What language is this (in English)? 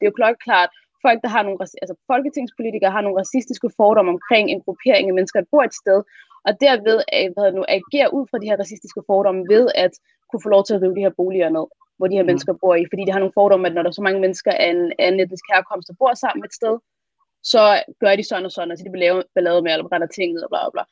Danish